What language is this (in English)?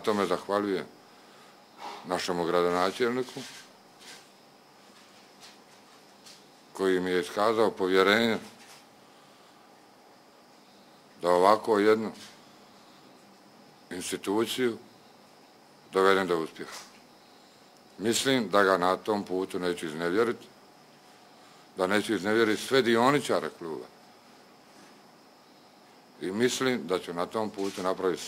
Croatian